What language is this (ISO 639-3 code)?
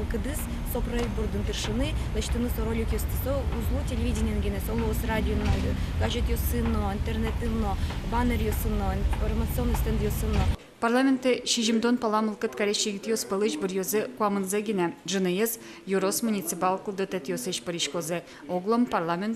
udm